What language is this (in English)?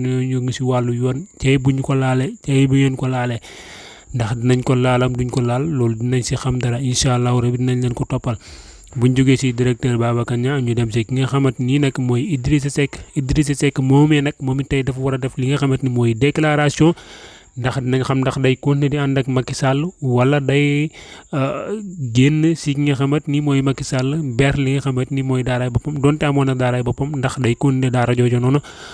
Wolof